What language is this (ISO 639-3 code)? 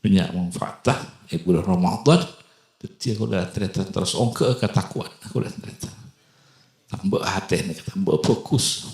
mad